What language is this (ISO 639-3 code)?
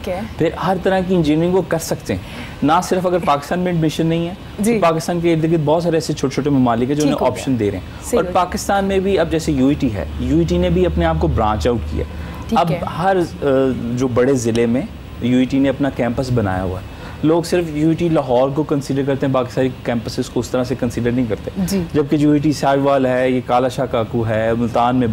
urd